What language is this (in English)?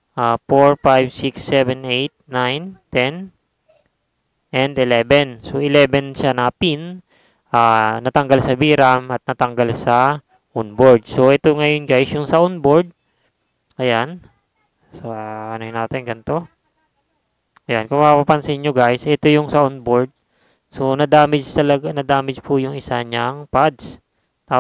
Filipino